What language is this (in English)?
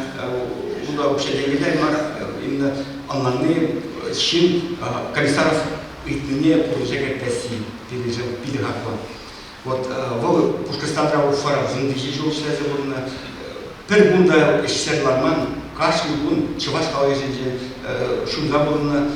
Chuvash